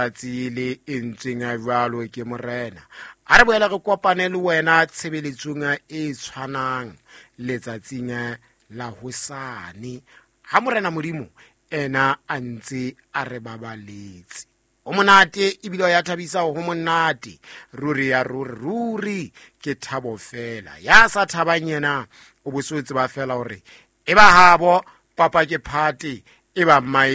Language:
Southern Sotho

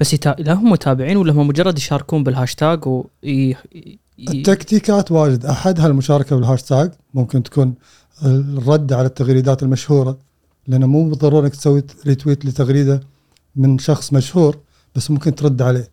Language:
Gulf Arabic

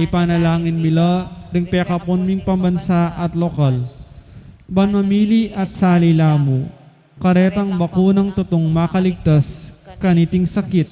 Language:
Pampanga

